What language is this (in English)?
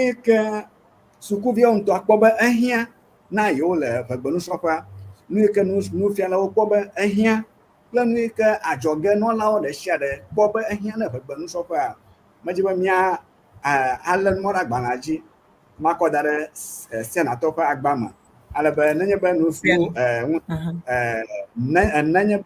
Ewe